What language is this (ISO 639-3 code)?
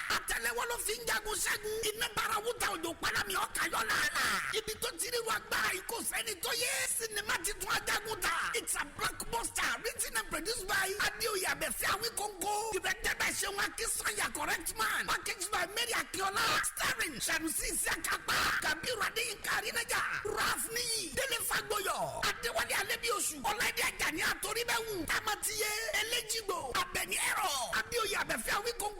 yor